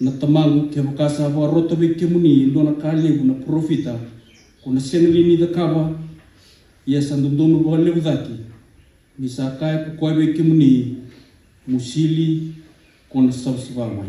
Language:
Fijian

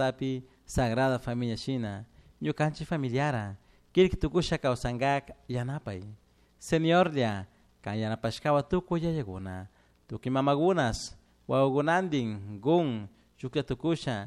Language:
Chimborazo Highland Quichua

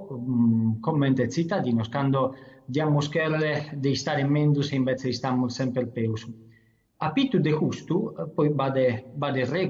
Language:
Sardinian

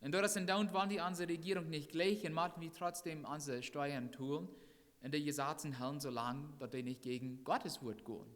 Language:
Plautdietsch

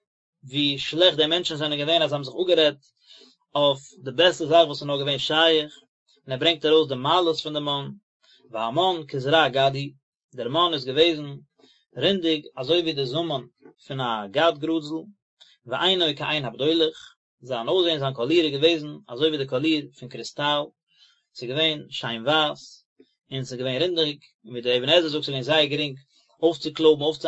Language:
Yiddish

